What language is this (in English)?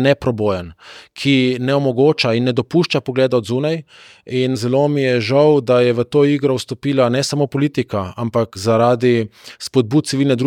Slovenian